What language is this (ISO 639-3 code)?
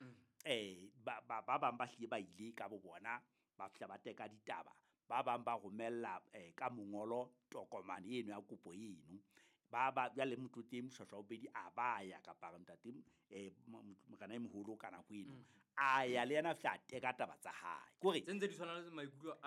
sot